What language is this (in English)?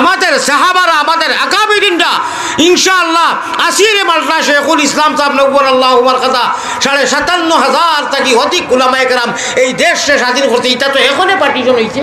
Sylheti